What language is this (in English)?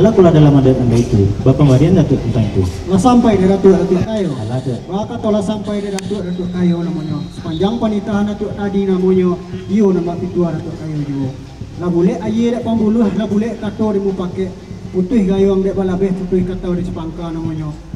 Minangkabau